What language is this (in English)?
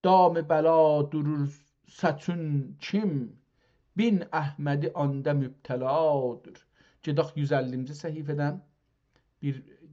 South Azerbaijani